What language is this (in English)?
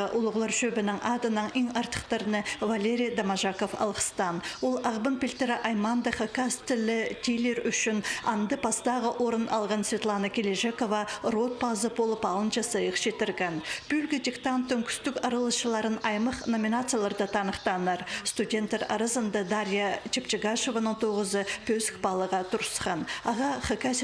Khakas